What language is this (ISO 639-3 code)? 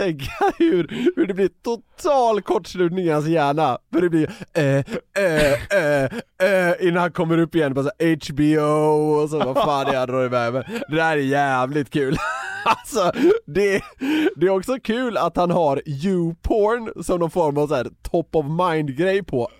swe